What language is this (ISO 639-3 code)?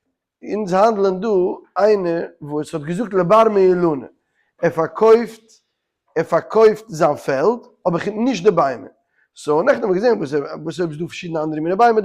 yid